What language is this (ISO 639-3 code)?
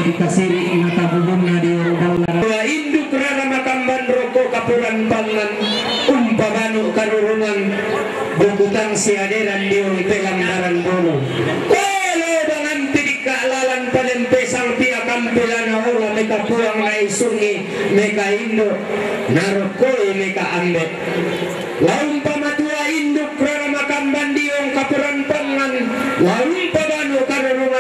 sda